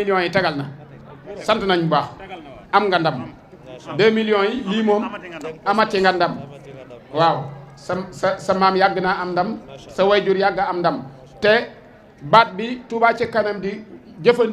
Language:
Wolof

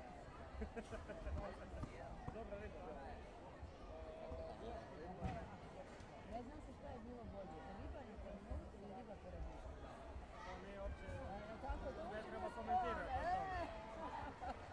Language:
Croatian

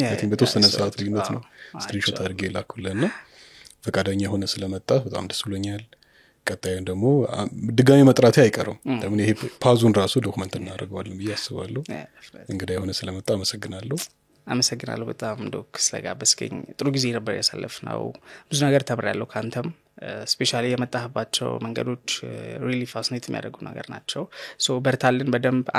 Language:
Amharic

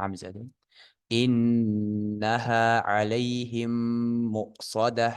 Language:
Ingush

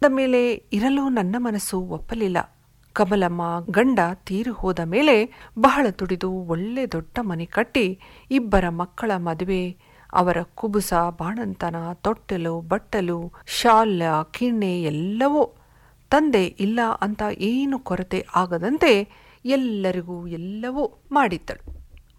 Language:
Kannada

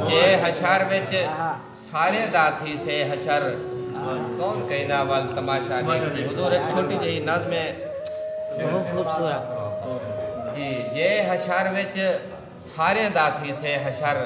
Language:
Saraiki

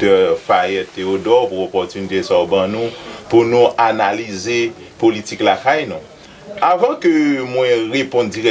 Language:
Haitian Creole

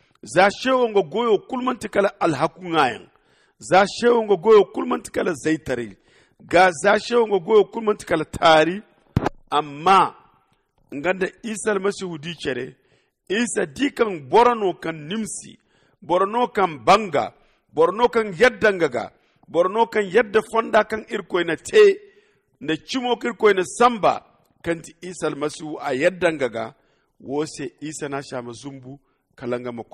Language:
Zarma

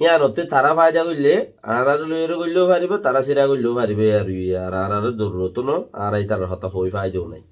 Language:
Rohingya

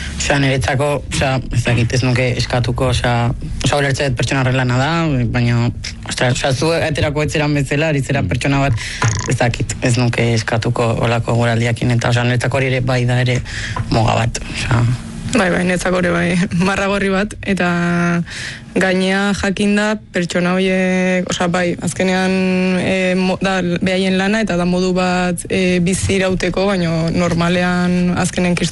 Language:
Basque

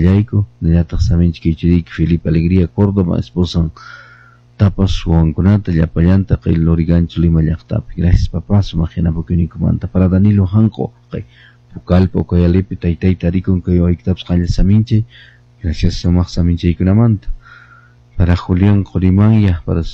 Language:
Quechua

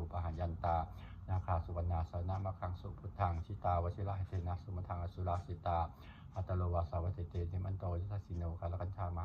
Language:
Pali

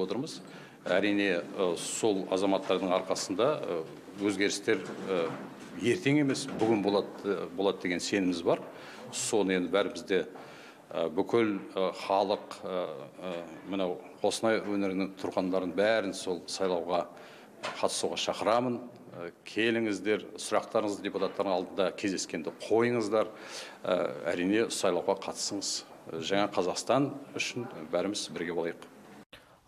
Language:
Kazakh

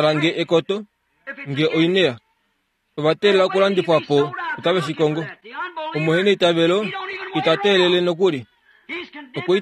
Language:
Kuanyama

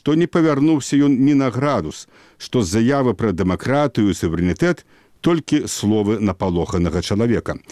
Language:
Belarusian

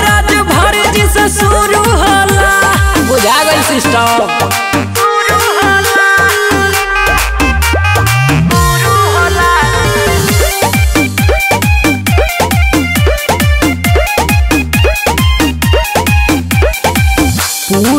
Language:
Bhojpuri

